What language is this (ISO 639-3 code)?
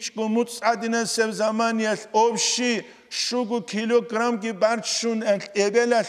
ava